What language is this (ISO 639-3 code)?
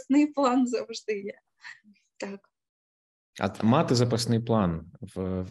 ukr